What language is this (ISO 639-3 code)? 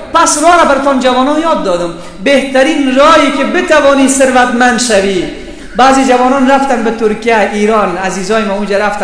fas